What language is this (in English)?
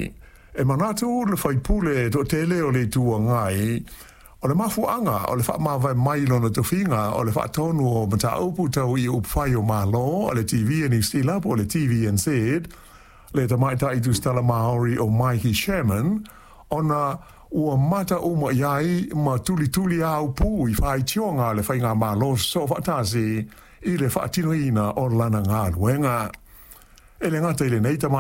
Samoan